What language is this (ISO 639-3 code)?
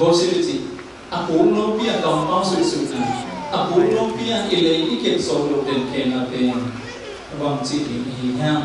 ctd